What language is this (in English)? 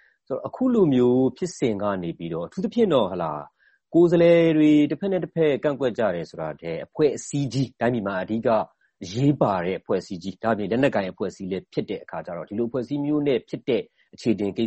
Burmese